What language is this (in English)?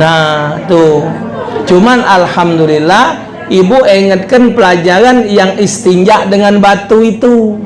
Musi